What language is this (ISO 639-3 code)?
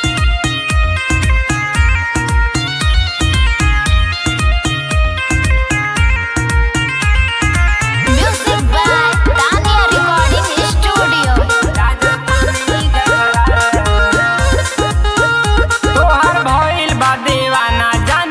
bho